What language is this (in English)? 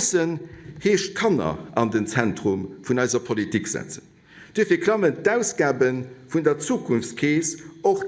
Luxembourgish